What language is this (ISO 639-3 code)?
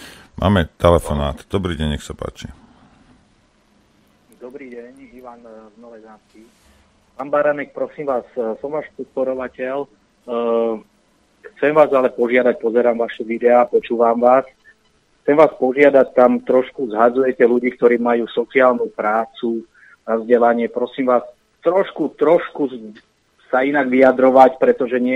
slk